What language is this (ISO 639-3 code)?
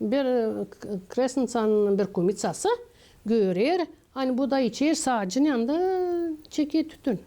gag